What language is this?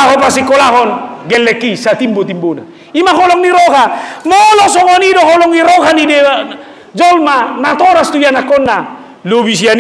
Batak Toba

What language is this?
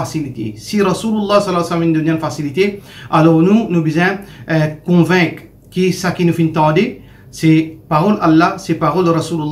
Morisyen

